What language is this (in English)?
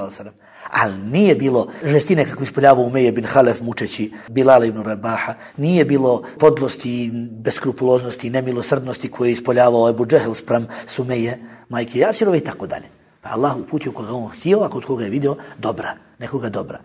Bosnian